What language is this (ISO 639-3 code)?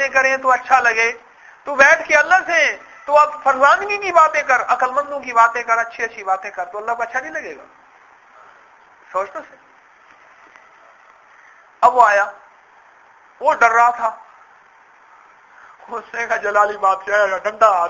urd